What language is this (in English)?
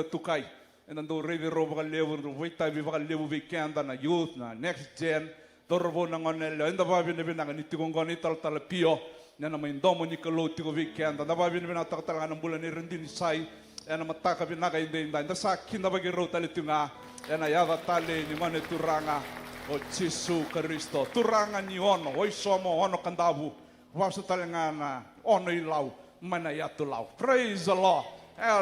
Fijian